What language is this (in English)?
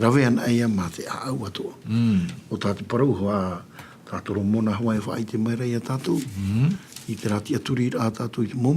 Tahitian